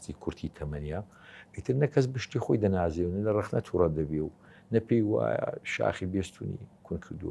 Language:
Central Kurdish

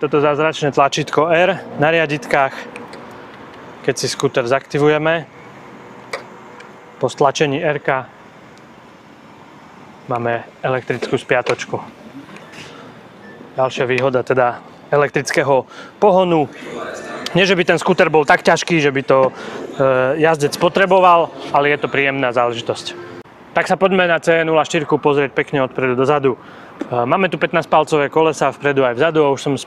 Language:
Slovak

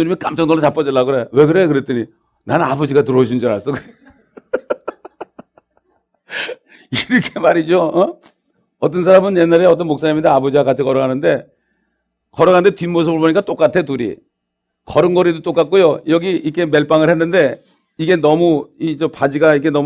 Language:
Korean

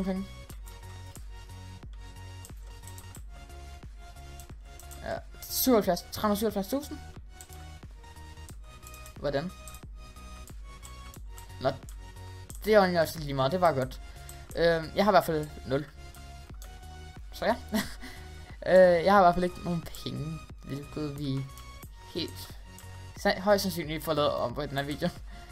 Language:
Danish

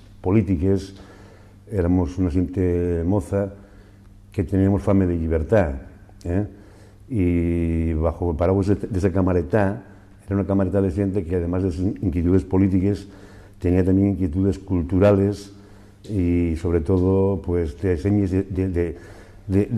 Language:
Asturian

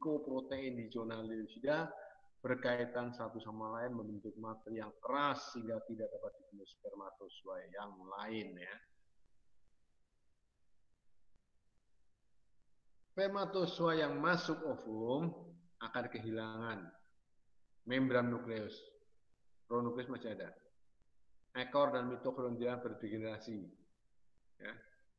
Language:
Indonesian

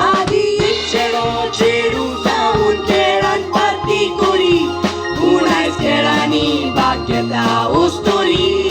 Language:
Konkani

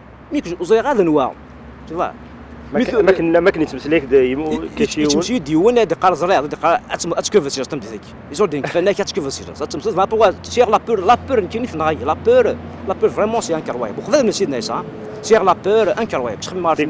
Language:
Kabyle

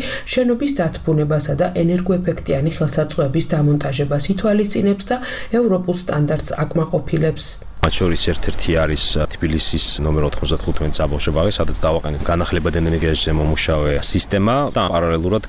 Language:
Georgian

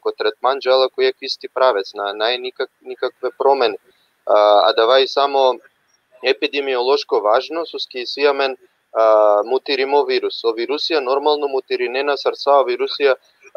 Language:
Balkan Romani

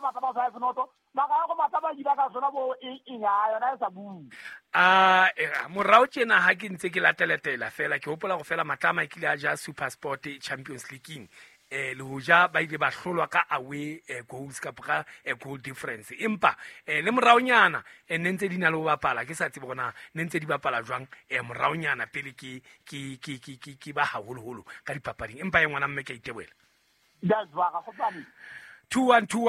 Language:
Southern Sotho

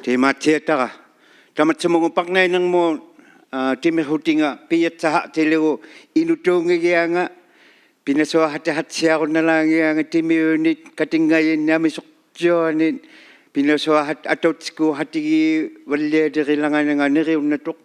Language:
Inuktitut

